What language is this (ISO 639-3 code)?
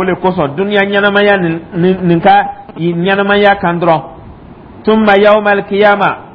dyu